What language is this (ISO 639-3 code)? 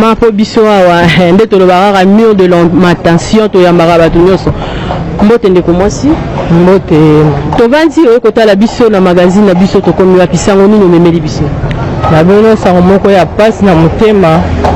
lin